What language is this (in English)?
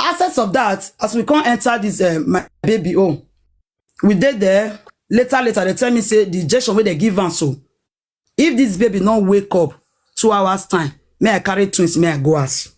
Nigerian Pidgin